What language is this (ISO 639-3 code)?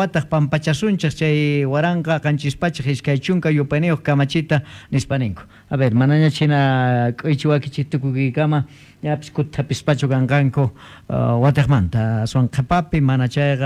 que